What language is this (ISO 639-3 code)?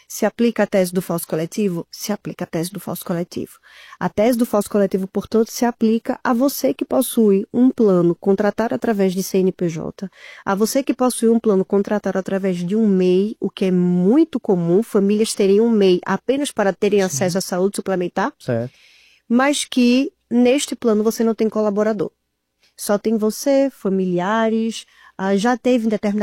por